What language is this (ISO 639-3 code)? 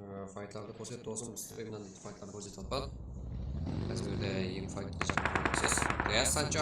kaa